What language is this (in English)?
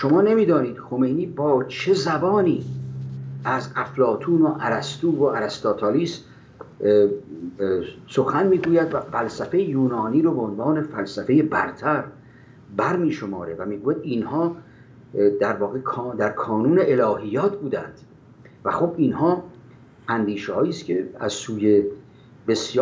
Persian